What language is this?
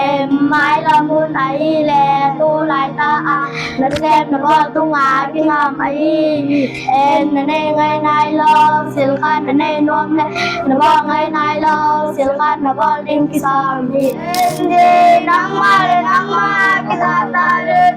Tedim Chin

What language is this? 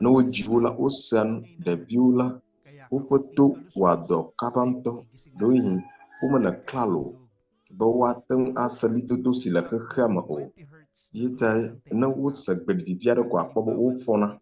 Ewe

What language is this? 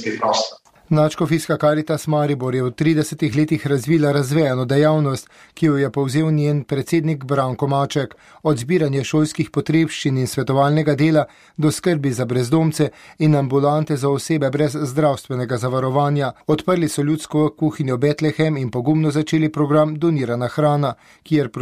Slovenian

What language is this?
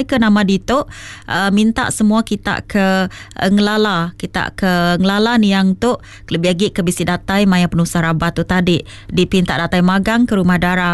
Iban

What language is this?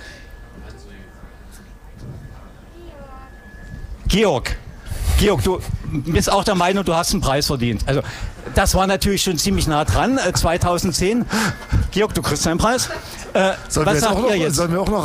German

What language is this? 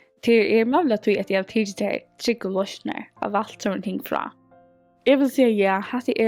Faroese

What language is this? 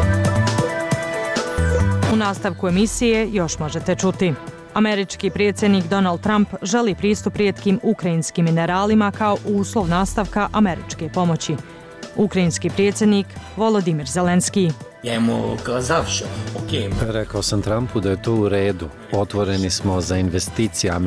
Bosnian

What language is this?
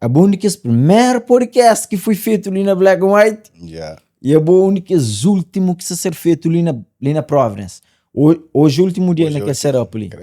Kabuverdianu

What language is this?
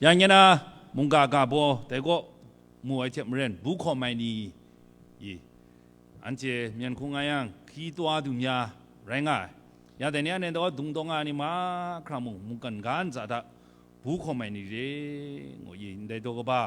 Kachin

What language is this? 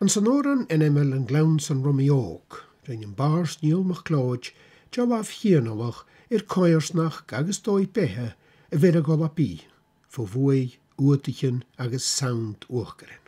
Scottish Gaelic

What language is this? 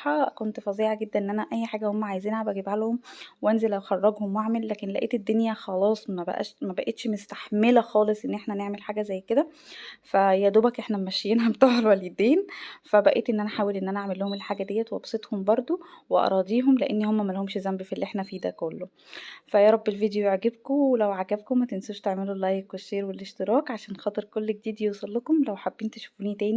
Egyptian Arabic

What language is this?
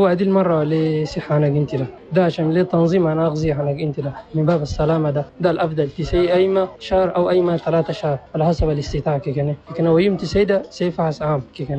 Chadian Arabic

